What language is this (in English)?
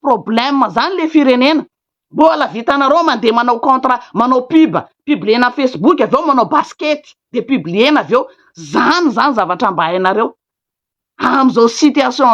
Malagasy